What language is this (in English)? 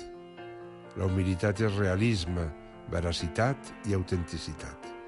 Catalan